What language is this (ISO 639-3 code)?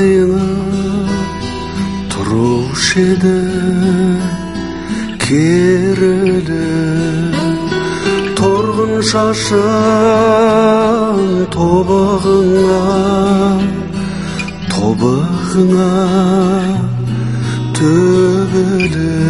kaz